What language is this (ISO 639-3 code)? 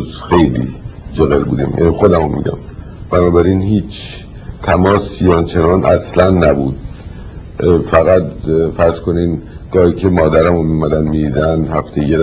fas